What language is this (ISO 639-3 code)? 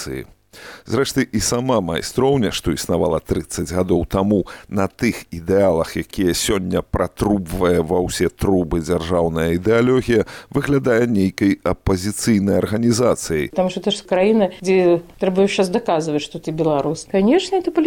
bel